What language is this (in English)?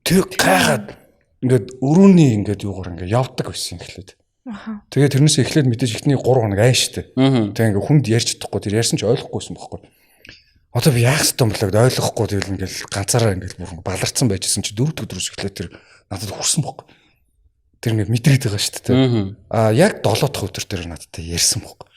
Mongolian